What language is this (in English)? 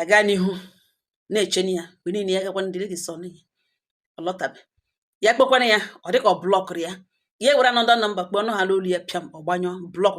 Igbo